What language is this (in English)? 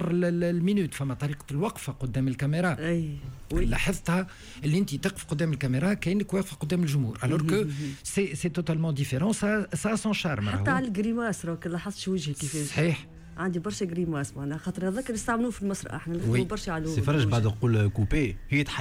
Tunisian Arabic